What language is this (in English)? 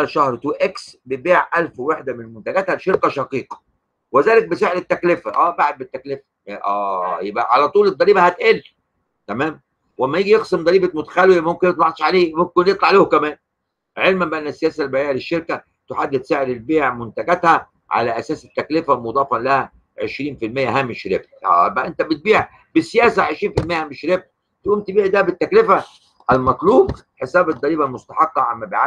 Egyptian Arabic